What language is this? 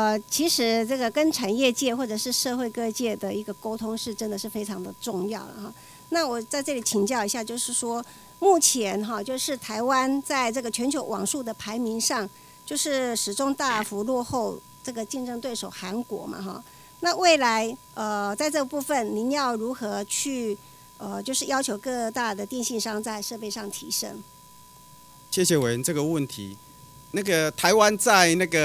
Chinese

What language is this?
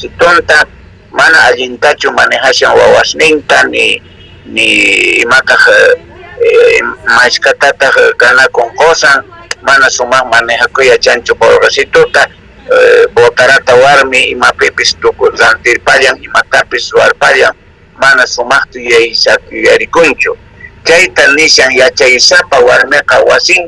South Bolivian Quechua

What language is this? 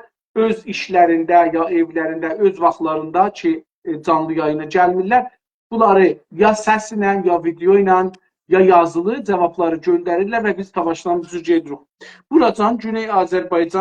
South Azerbaijani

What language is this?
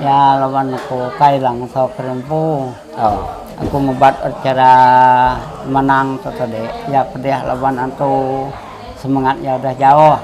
Iban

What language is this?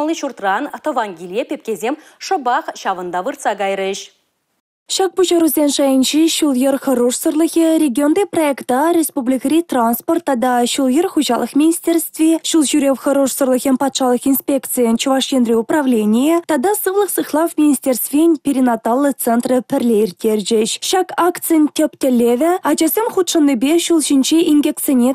Chuvash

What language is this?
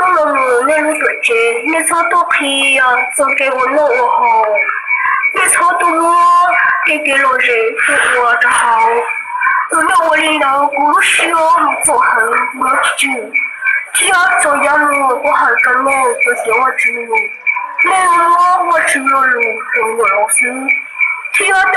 Hmong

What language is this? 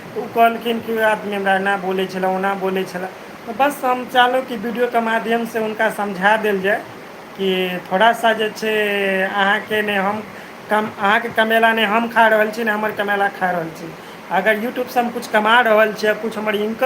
Maithili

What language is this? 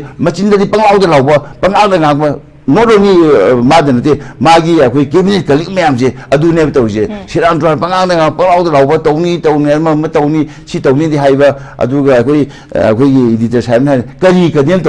Manipuri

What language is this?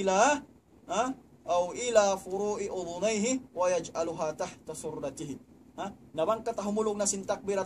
Tausug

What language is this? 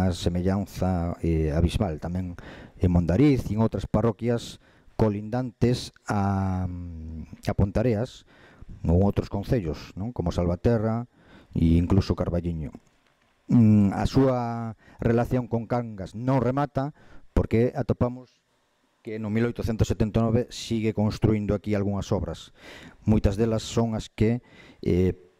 Galician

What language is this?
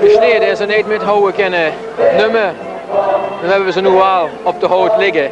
Limburgish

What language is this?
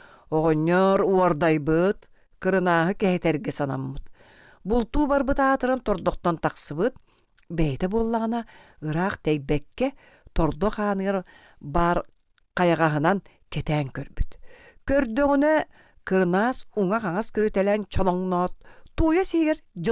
Yakut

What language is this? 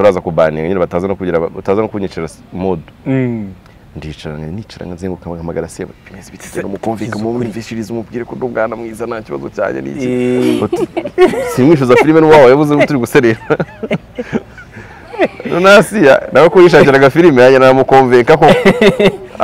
Kinyarwanda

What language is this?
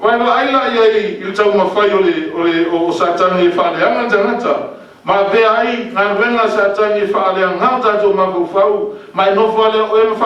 Samoan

